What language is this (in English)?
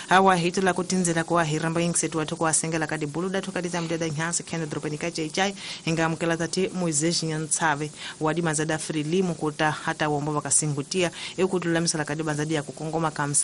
Tsonga